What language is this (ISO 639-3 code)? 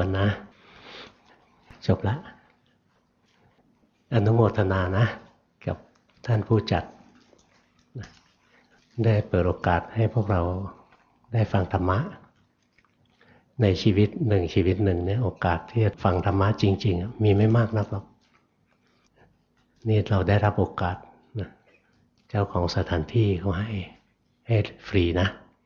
tha